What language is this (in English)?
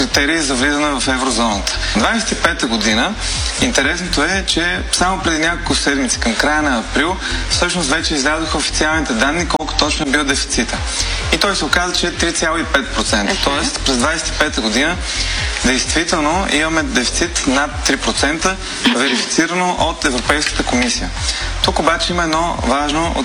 Bulgarian